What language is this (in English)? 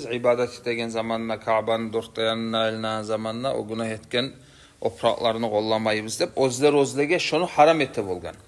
Kumyk